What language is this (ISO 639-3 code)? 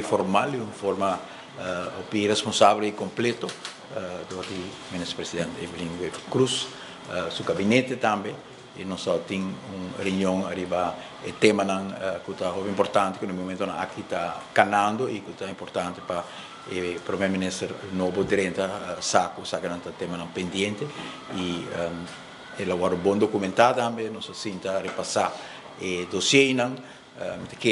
pap